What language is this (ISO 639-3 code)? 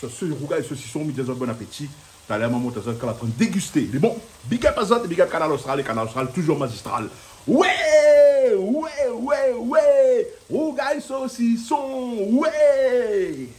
rcf